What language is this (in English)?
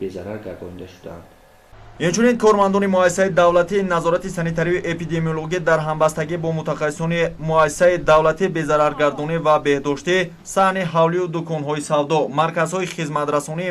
Tajik